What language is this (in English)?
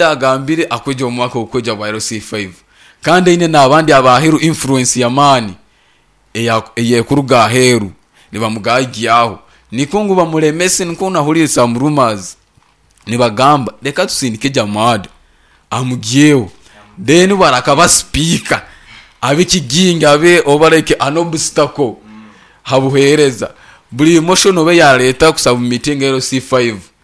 Nyankole